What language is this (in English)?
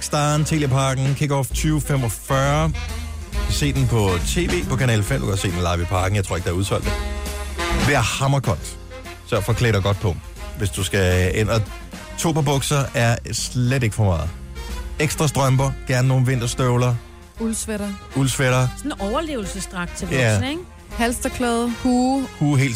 Danish